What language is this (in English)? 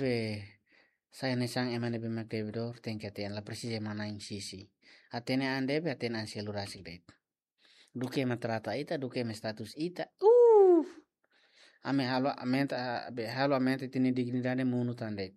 Tetum